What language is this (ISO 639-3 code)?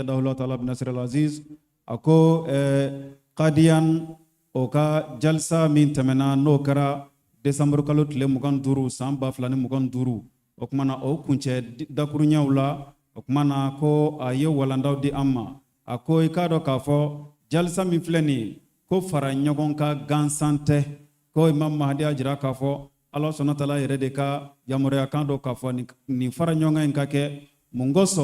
bam